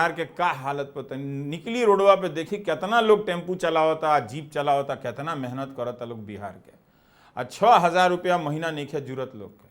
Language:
Bhojpuri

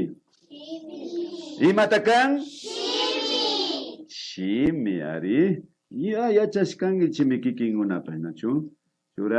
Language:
Imbabura Highland Quichua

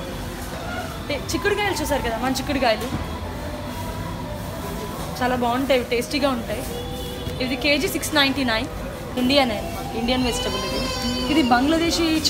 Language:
Telugu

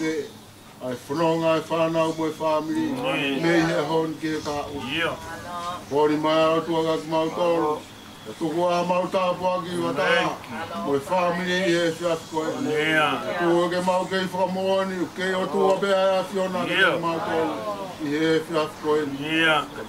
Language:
Tongan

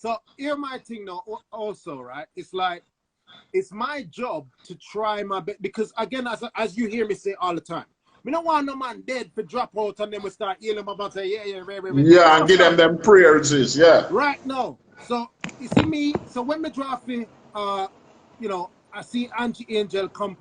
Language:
Jamaican Creole English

